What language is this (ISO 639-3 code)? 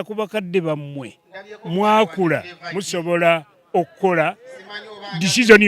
lug